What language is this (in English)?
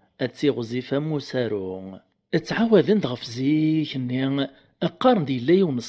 Kabyle